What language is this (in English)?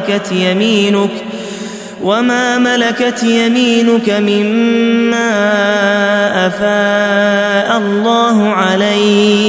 Arabic